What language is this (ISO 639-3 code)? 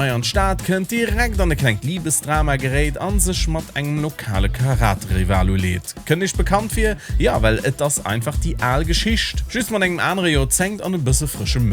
ltz